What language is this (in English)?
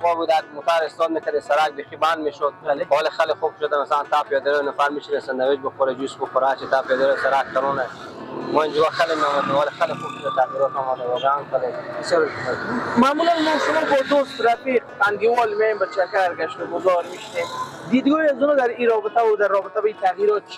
Persian